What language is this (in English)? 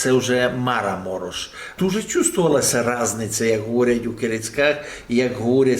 Rusyn